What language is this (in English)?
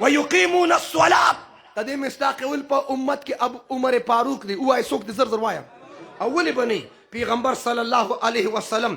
Pashto